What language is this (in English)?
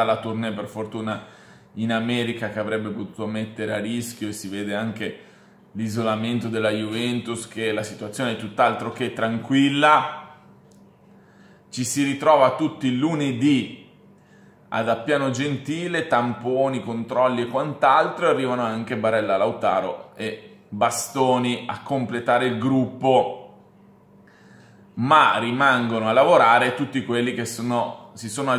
Italian